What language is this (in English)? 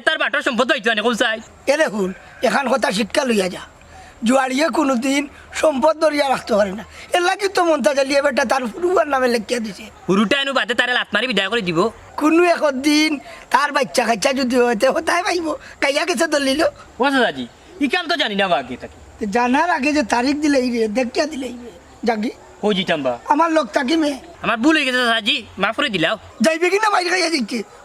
Sylheti